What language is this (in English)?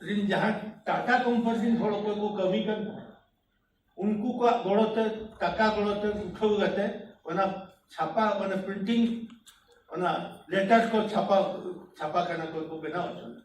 Santali